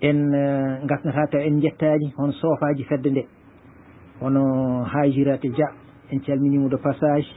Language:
Fula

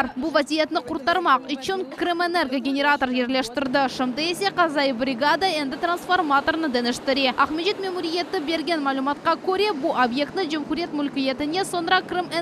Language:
Crimean Tatar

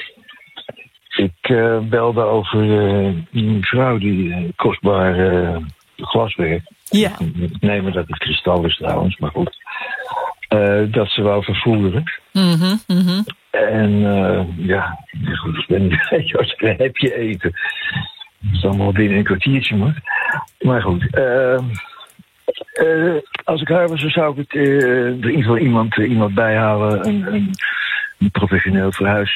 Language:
Dutch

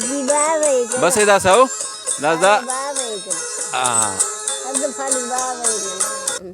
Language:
Brahui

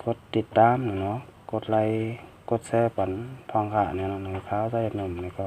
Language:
Shan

